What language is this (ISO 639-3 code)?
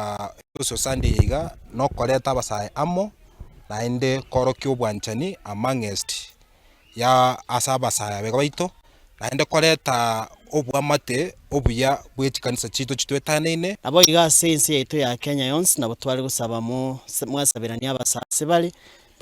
guz